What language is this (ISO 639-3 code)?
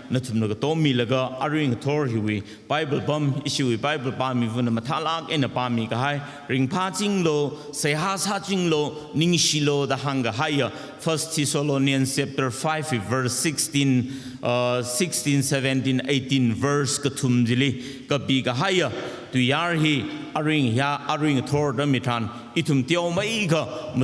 nmf